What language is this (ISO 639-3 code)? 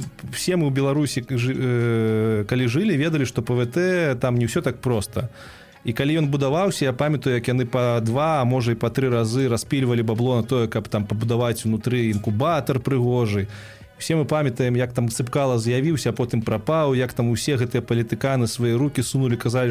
bel